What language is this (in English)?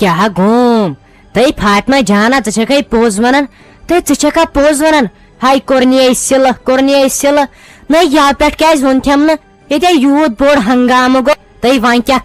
Kashmiri